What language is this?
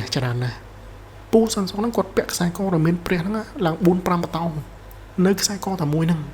Khmer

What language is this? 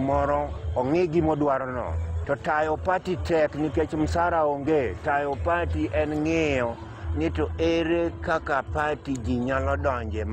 Luo (Kenya and Tanzania)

